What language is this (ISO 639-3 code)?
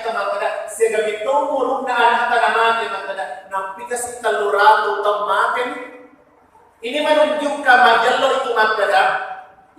bug